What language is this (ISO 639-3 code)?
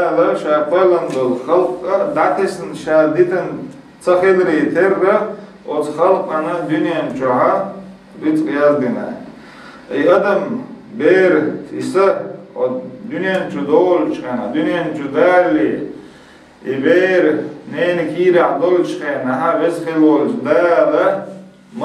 che